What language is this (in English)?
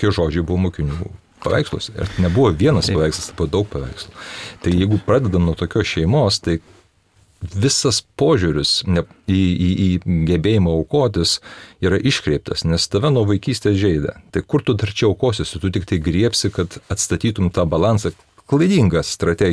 Lithuanian